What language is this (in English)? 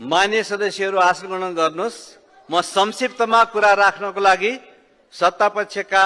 Nepali